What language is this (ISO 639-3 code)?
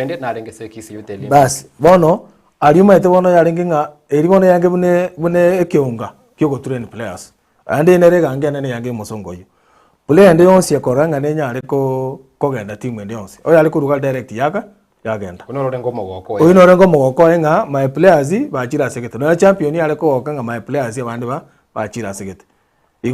guz